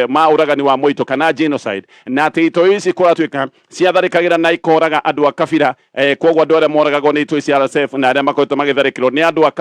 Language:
Kikuyu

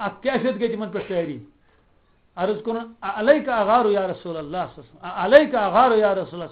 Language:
Kashmiri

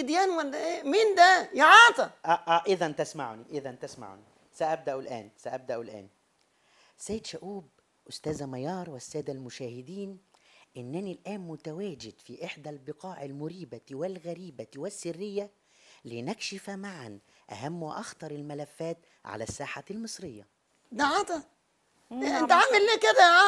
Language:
Egyptian Arabic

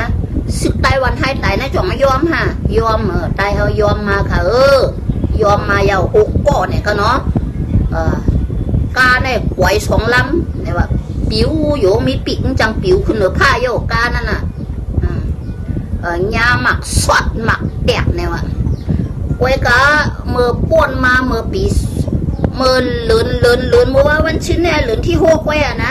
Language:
Shan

